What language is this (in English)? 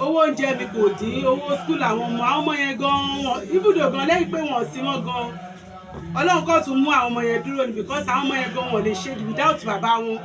Yoruba